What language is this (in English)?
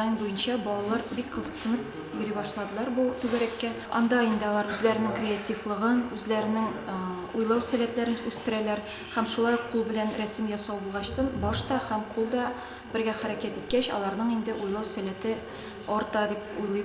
Tatar